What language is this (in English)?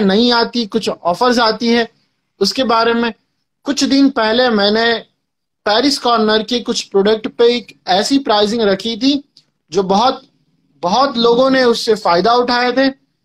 Hindi